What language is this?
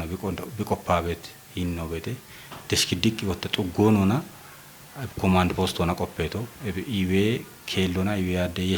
Kafa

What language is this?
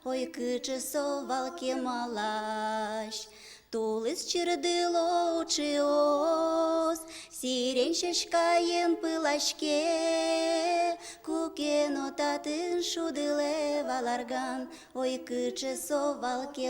Udmurt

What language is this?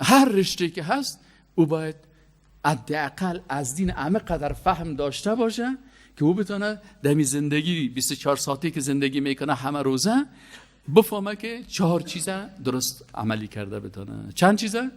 Persian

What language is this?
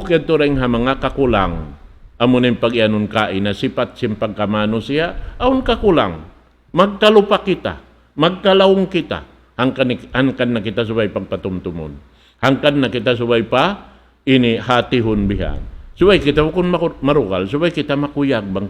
Tausug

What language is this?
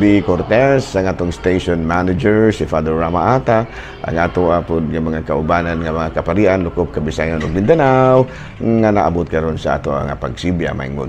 Cebuano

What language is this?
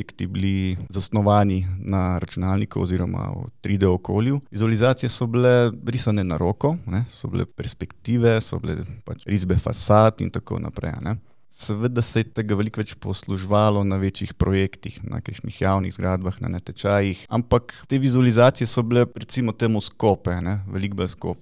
Slovenian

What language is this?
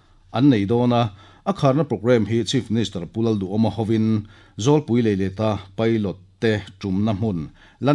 Mizo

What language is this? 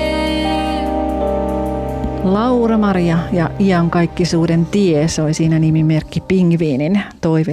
Finnish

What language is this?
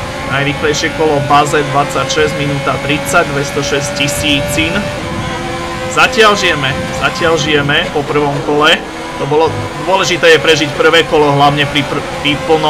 Slovak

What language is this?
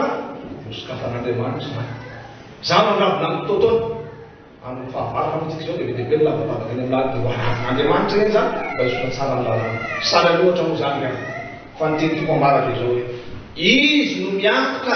Malagasy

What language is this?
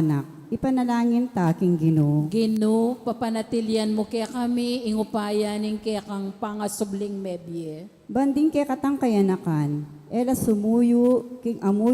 Pampanga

